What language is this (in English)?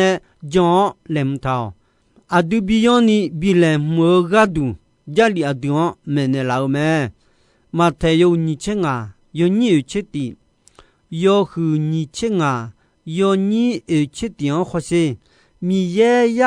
Akha